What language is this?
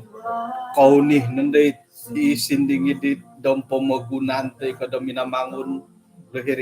Central Dusun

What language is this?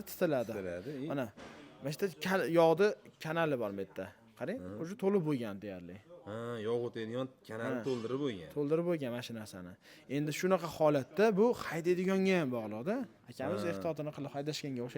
Uzbek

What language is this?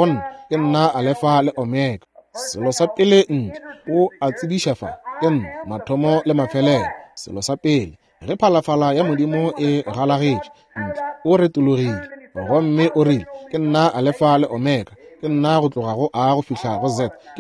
Northern Sotho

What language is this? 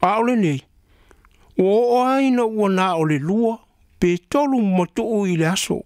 Samoan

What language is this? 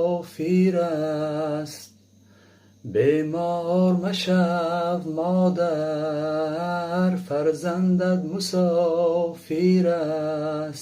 Tajik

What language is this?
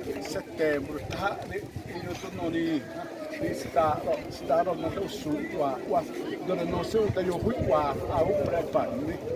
Xavánte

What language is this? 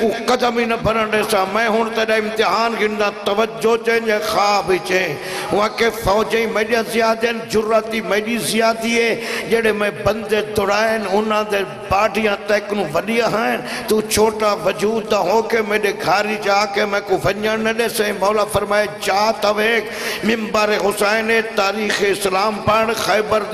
Saraiki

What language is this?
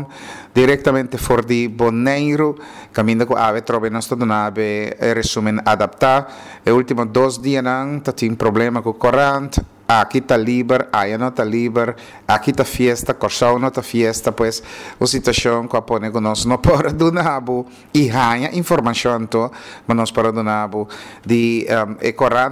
Papiamento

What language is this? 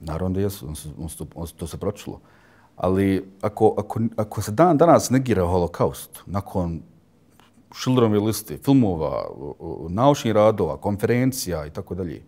Bosnian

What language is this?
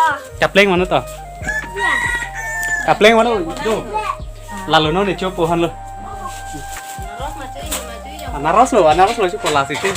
Karbi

